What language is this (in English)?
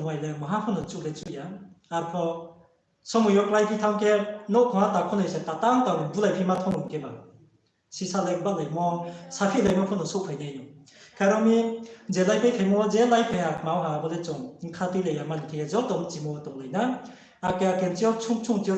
Riang (India)